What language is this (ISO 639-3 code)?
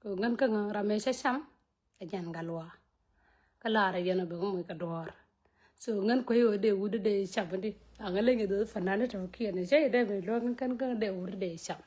nus